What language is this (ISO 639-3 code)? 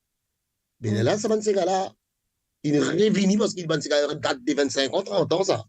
mfe